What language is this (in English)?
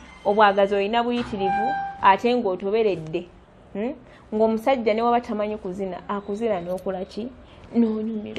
Ganda